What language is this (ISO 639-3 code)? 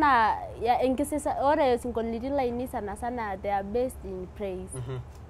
mas